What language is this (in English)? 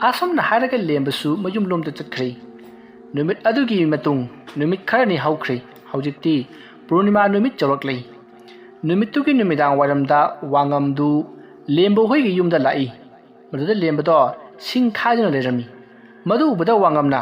Manipuri